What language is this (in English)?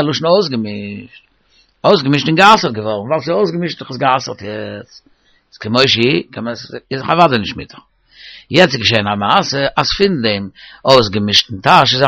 Yiddish